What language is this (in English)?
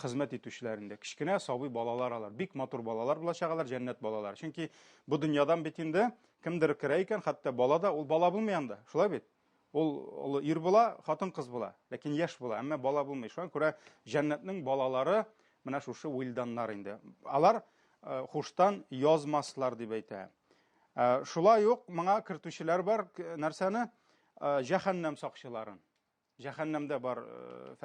Tatar